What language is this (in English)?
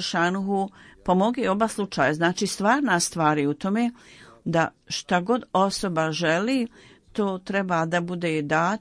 Bosnian